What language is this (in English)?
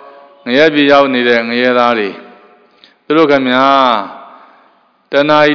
Burmese